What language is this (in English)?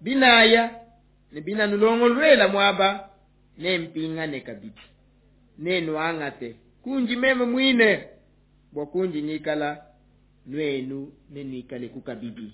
Luba-Lulua